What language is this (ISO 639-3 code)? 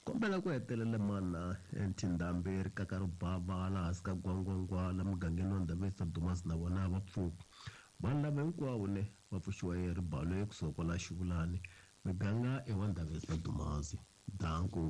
tso